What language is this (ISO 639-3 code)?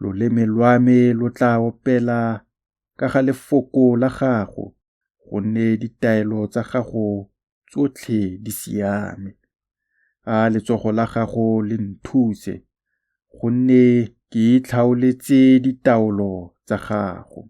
tsn